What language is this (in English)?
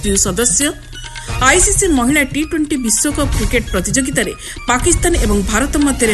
Odia